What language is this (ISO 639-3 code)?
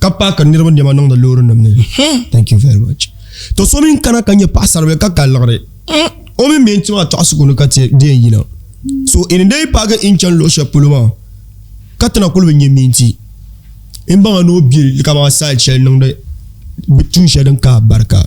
dag